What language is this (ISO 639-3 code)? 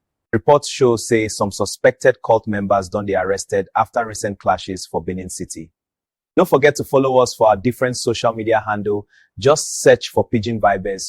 pcm